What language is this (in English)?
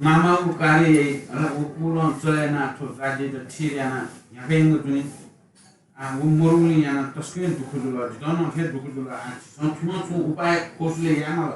Newari